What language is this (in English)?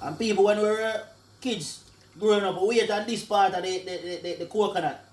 Jamaican Creole English